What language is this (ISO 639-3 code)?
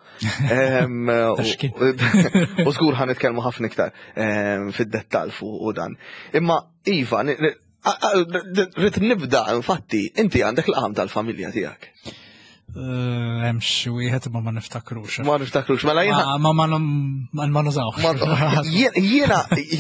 mlt